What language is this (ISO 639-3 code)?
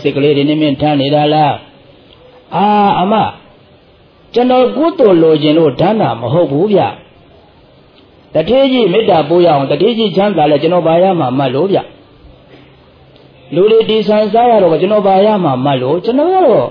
mya